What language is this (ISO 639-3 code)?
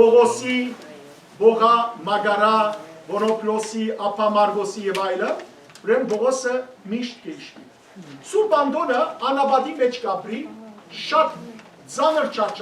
hyw